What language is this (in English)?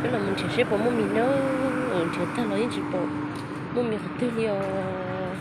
Hmong